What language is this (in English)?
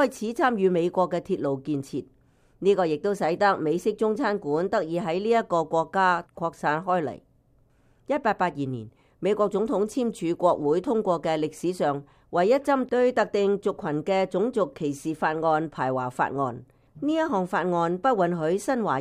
Cantonese